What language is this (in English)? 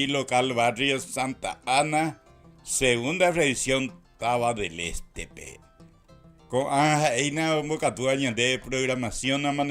Guarani